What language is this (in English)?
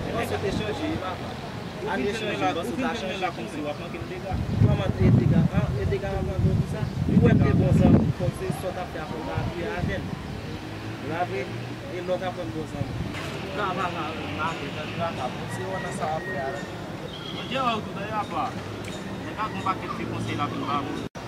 Haitian Creole